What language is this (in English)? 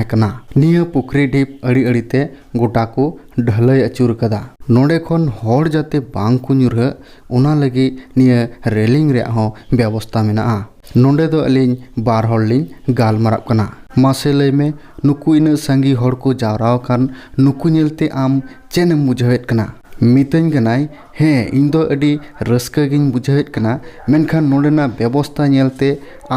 Santali